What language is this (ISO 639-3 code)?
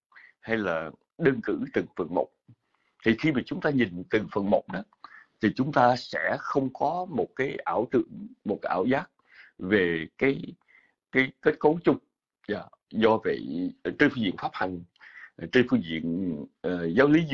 vie